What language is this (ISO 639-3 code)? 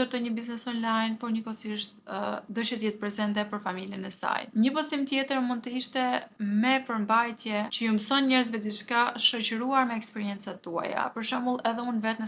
sqi